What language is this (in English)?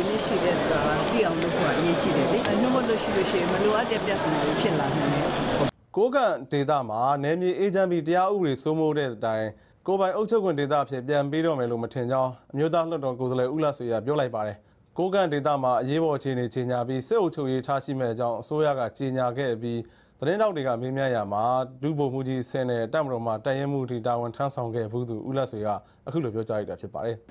Burmese